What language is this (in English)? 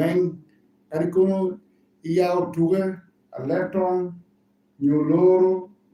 Lango (Uganda)